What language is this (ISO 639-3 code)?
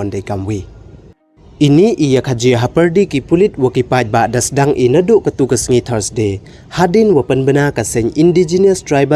pbv